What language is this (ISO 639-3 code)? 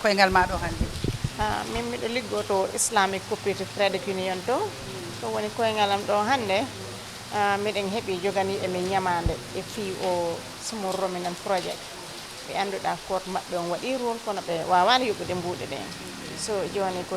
ful